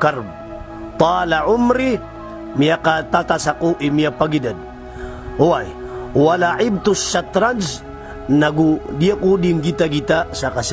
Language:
Maranao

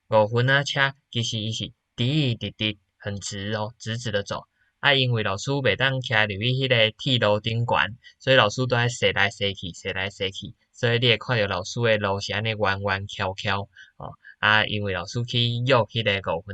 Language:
Min Nan Chinese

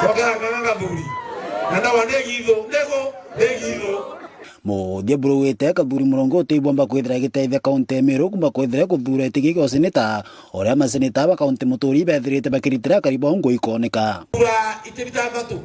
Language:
Meru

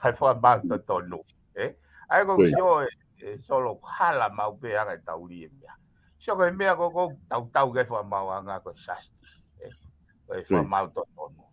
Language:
Tongan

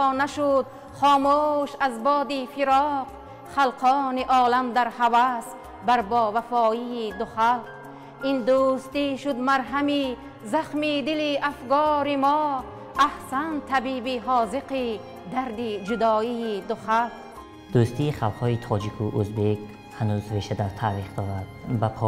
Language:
Tajik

